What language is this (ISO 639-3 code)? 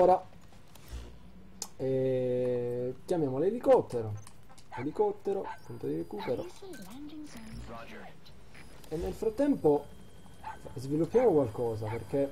ita